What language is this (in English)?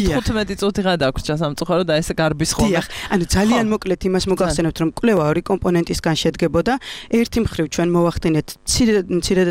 Georgian